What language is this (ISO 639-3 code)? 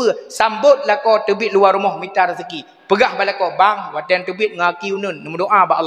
ace